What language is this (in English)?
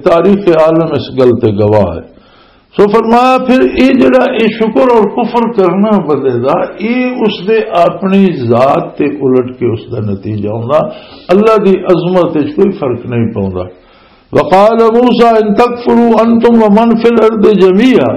Western Panjabi